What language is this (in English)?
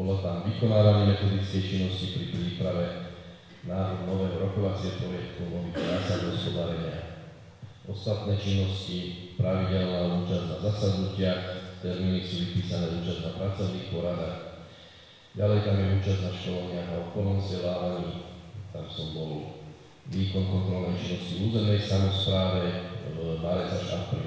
Slovak